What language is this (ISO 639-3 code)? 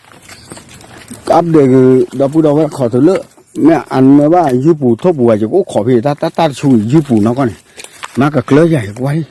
ksw